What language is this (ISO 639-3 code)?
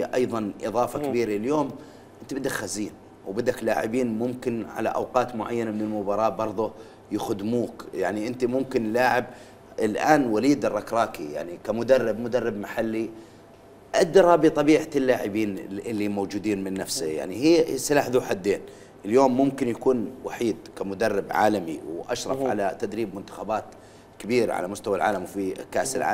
acm